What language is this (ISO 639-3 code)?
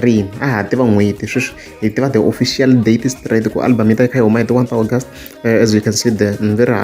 tso